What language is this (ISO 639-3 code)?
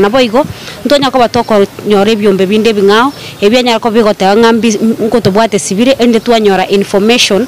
guz